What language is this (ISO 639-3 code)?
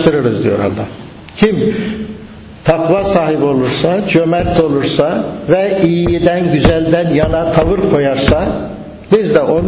tur